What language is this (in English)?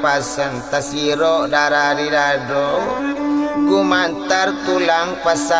Minangkabau